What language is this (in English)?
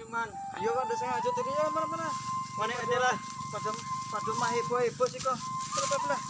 Minangkabau